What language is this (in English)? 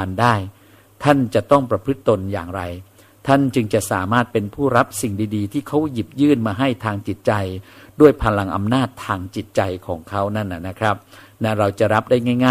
Thai